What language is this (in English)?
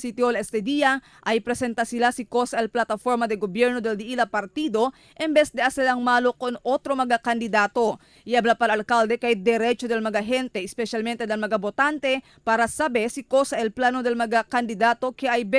Chavacano